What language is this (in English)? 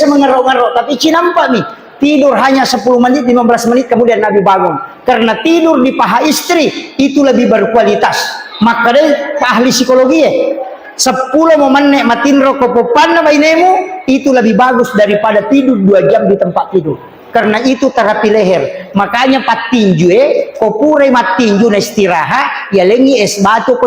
Buginese